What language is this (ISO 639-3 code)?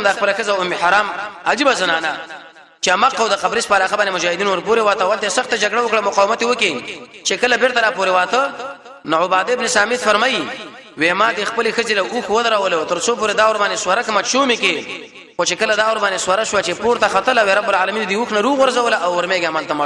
pus